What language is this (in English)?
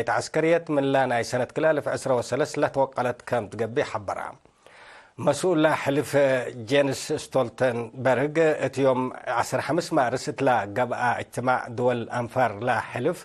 Tigre